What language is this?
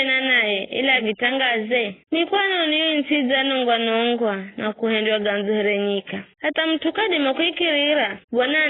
Giryama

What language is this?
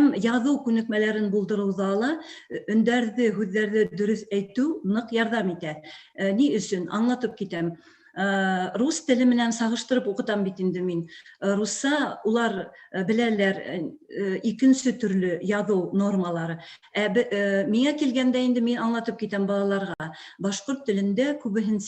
Bashkir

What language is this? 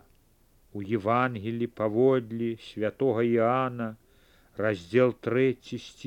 Belarusian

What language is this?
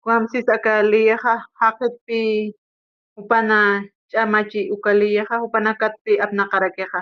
Aymara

